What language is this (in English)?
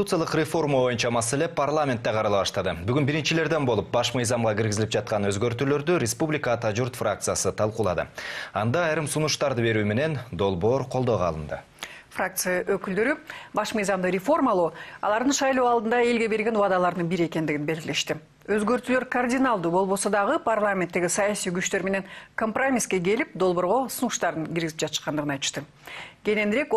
Kyrgyz